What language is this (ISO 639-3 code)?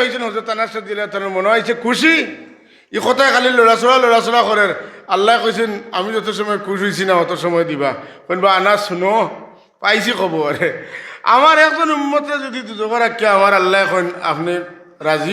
syl